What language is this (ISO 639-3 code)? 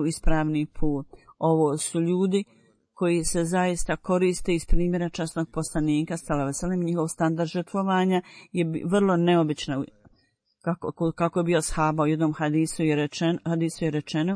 bos